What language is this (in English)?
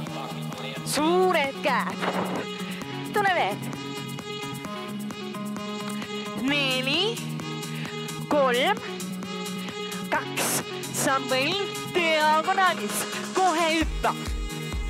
Estonian